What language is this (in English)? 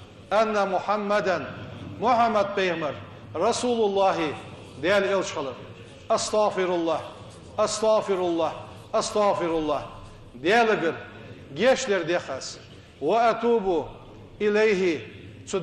Ingush